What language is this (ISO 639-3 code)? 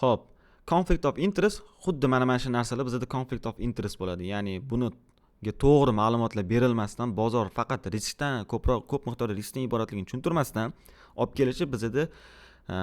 uzb